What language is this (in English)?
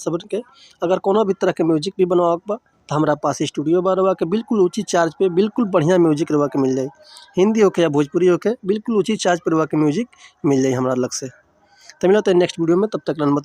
Bhojpuri